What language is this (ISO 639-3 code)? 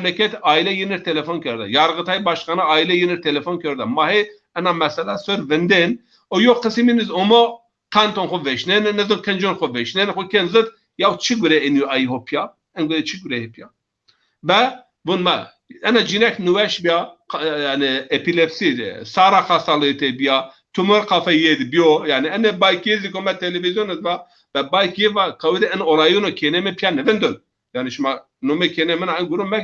zza